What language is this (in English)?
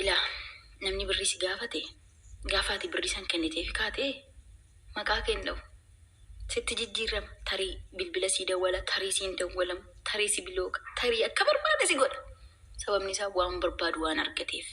Oromo